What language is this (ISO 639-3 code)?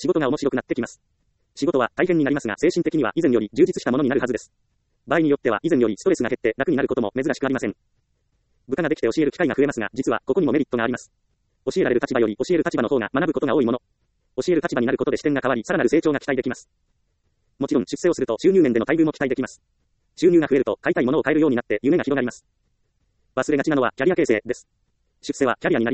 jpn